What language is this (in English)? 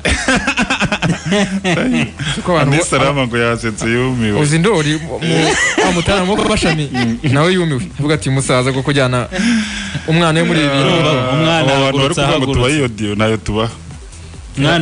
Kinyarwanda